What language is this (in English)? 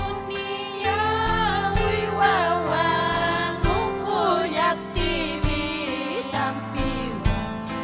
Ayacucho Quechua